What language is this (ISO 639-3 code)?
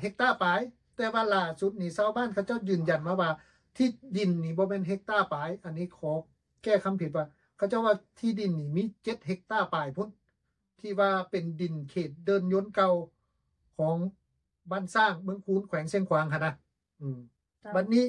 lao